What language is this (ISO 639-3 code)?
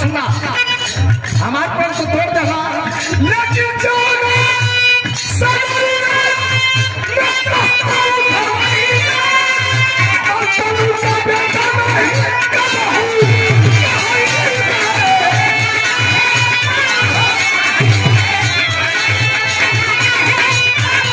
bho